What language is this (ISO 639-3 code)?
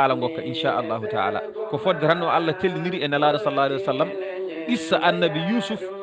ful